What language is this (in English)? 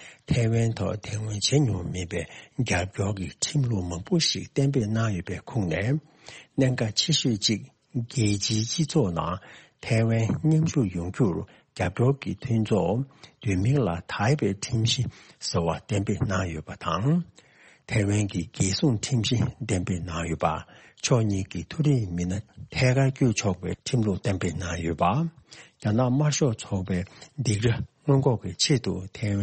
Tibetan